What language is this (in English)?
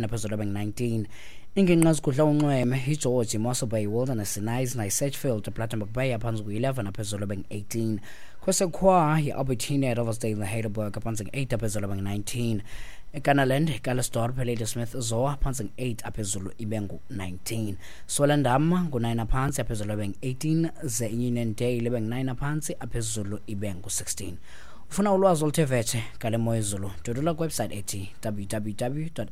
Xhosa